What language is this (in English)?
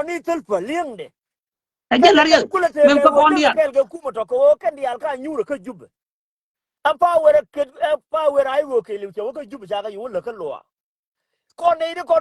Nuer